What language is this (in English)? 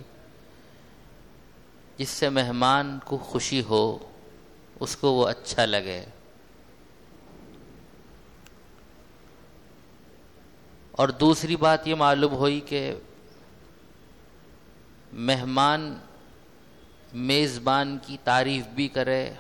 Urdu